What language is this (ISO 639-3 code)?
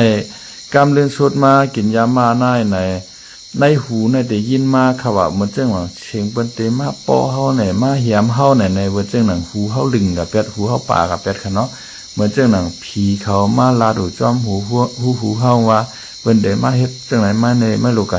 shn